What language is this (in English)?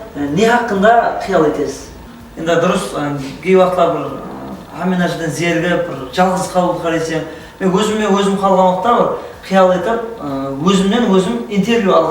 Kara-Kalpak